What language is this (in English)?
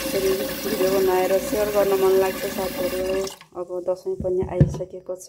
Nepali